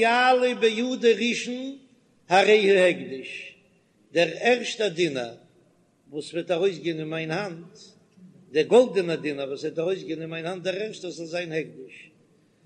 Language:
Yiddish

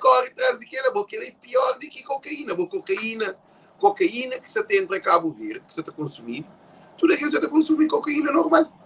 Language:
Kabuverdianu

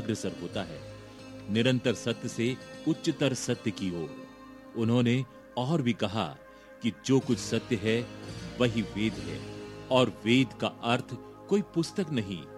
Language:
Hindi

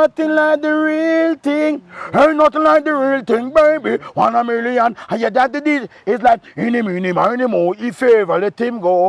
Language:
Jamaican Creole English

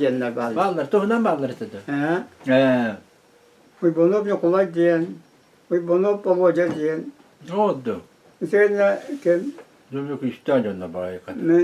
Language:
Yakut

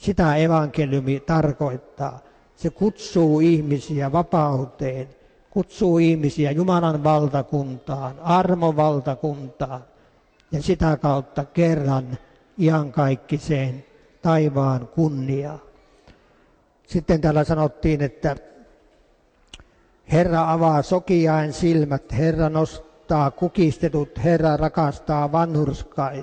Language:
Finnish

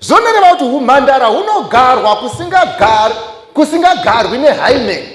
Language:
Shona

